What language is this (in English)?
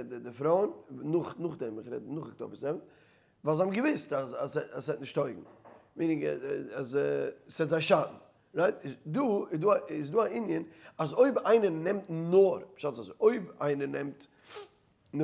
Yiddish